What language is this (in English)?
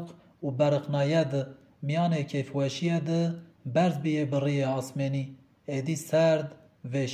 Zaza